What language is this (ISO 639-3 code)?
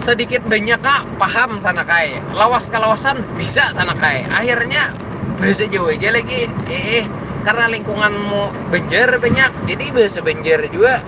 bjn